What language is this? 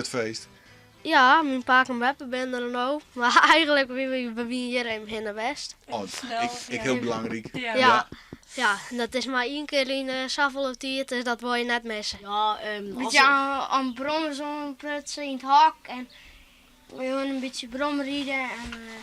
Western Frisian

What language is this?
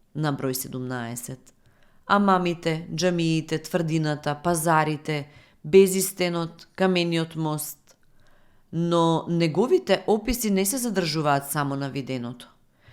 Macedonian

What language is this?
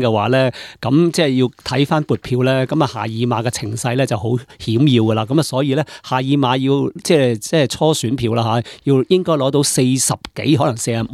Cantonese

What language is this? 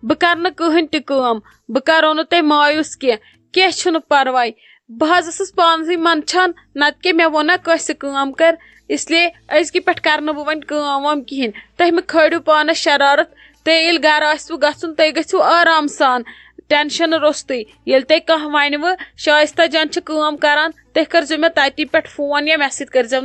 Kashmiri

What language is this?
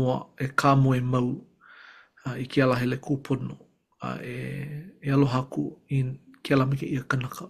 Hawaiian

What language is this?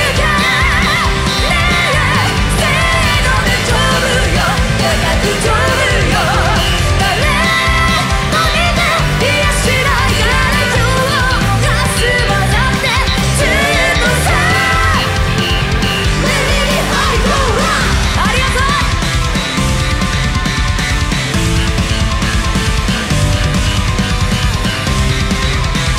Japanese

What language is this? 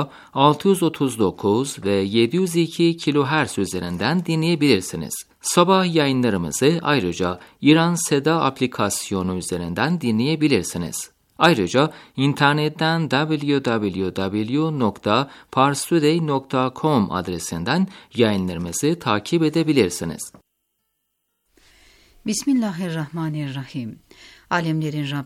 Turkish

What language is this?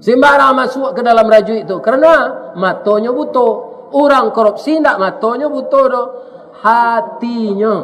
Minangkabau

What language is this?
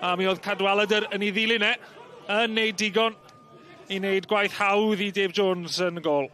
Welsh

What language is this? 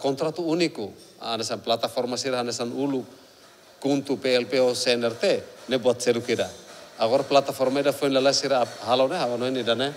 Tetum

